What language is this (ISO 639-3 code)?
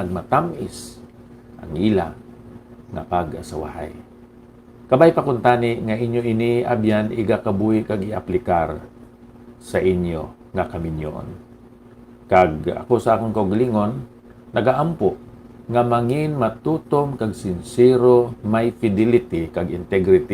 hil